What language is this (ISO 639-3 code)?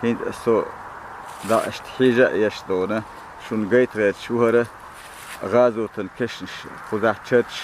che